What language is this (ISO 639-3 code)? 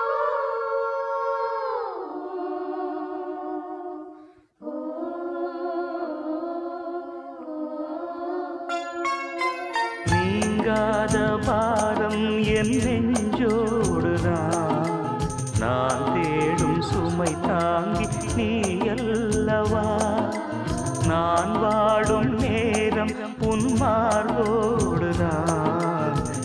tam